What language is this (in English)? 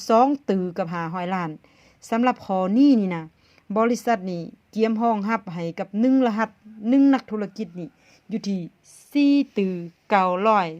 Lao